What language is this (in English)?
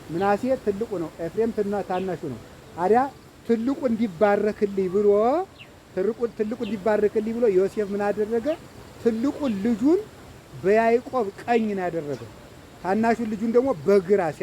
Amharic